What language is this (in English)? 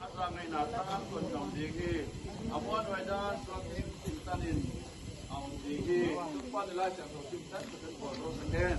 Paite Chin